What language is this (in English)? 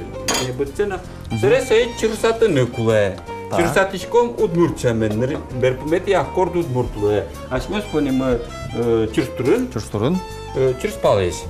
Udmurt